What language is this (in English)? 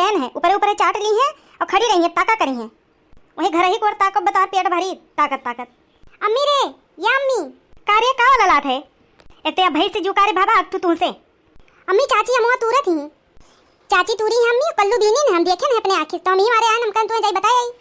Awadhi